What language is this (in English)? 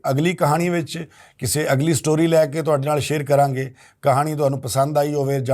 Western Panjabi